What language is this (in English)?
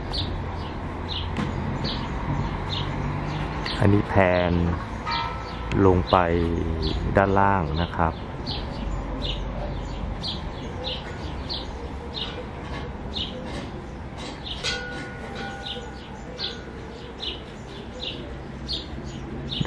Thai